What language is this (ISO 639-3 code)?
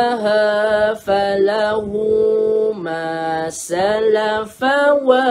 msa